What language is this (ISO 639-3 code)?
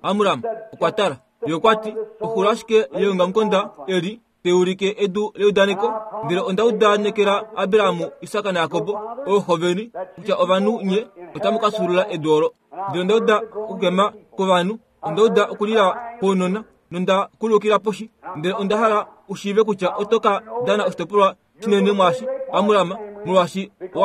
kua